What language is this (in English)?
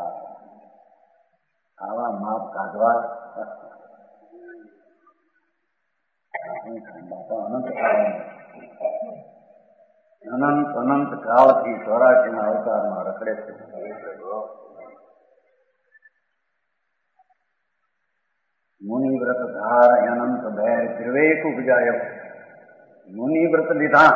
Gujarati